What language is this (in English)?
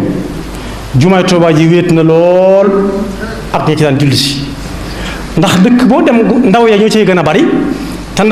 Wolof